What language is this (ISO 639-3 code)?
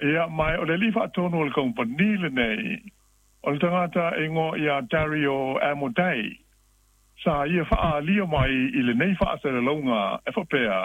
smo